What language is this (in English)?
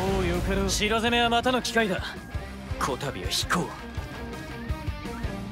Japanese